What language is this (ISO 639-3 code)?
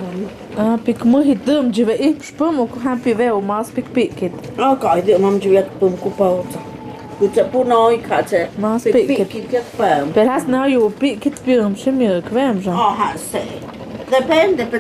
mto